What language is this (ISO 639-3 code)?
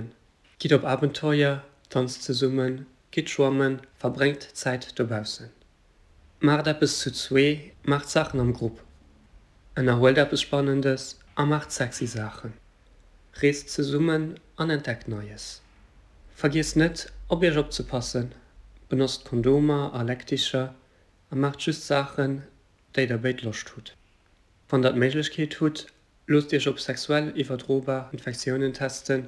ltz